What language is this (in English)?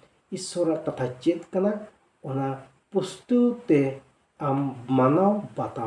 Santali